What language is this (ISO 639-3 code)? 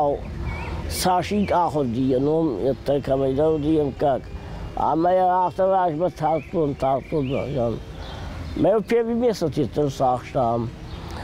oss